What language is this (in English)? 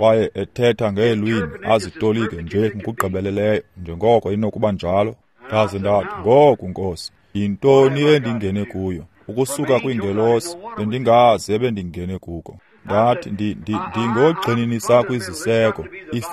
Xhosa